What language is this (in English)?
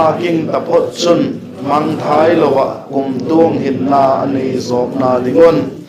Vaiphei